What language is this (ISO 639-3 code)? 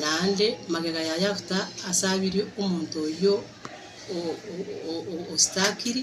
guz